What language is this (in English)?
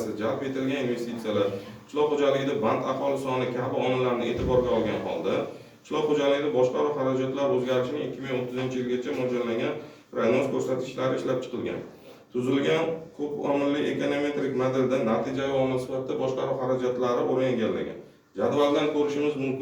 Uzbek